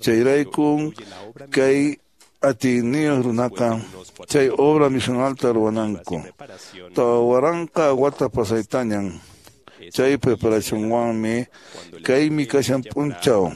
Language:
Quechua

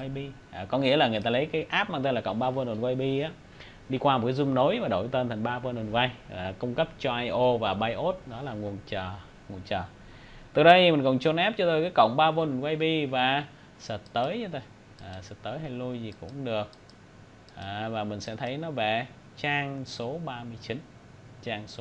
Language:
Vietnamese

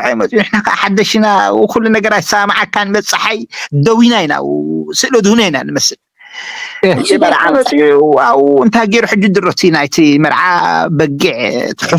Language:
Tigrinya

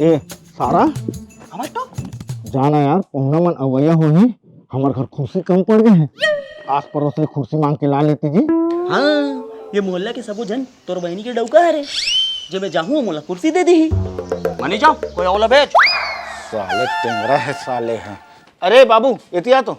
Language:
Chhattisgarhi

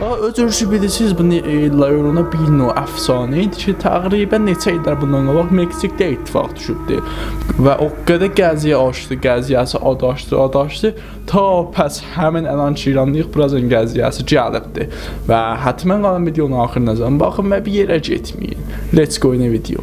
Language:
South Azerbaijani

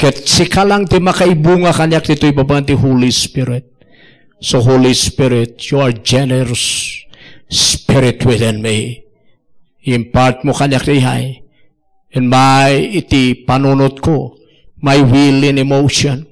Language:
Iloko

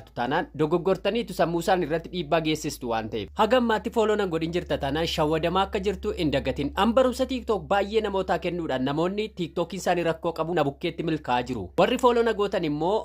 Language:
Oromo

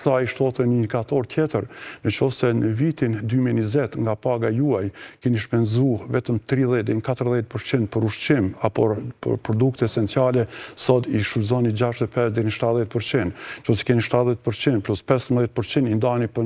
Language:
Albanian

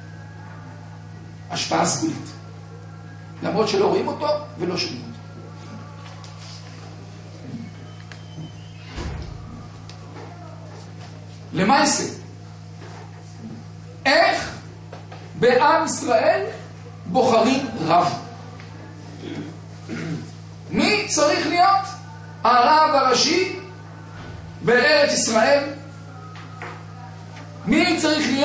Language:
Hebrew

